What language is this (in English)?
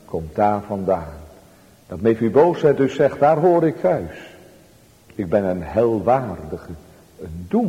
Dutch